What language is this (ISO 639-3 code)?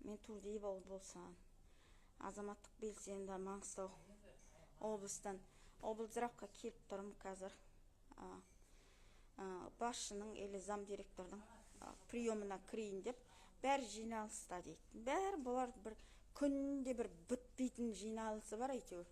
kaz